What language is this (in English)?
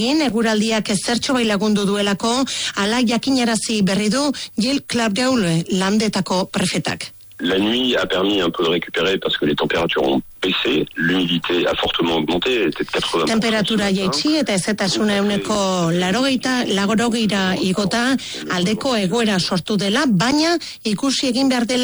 Basque